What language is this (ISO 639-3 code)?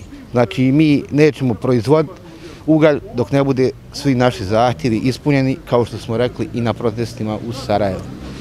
bos